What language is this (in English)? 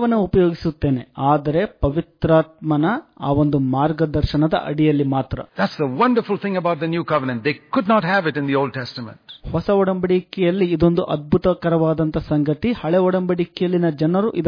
Kannada